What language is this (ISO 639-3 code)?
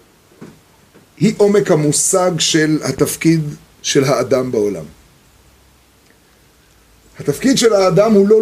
heb